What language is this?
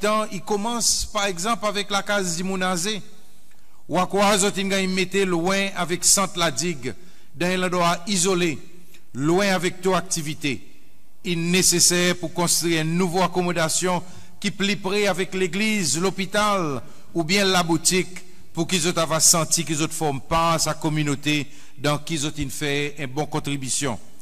Seselwa Creole French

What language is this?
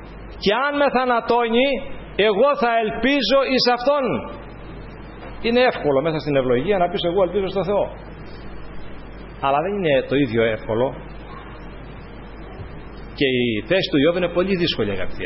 Greek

